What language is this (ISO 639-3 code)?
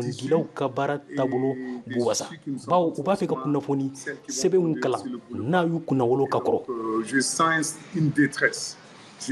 bam